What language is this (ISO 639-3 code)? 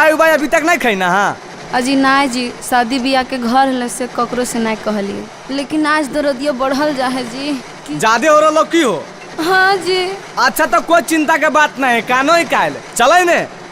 mag